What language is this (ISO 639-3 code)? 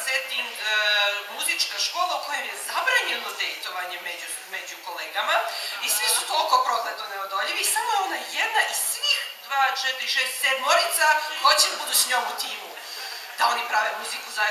srp